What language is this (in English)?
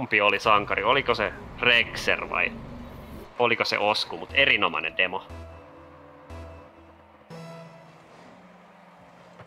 Finnish